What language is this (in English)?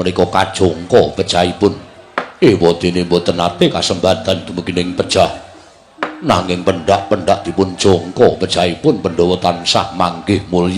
Javanese